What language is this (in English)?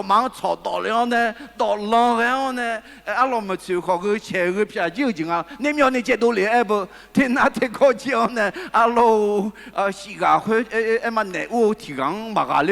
Akha